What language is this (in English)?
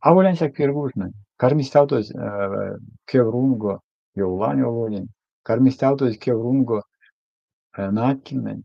Erzya